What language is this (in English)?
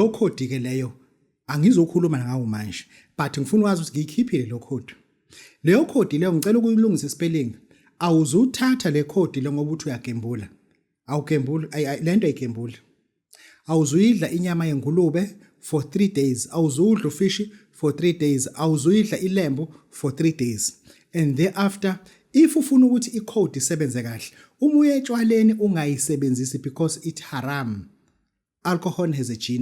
Zulu